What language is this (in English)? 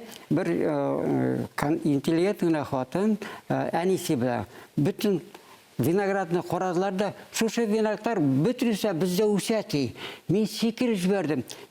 Bashkir